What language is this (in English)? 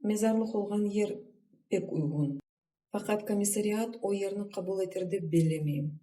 Crimean Tatar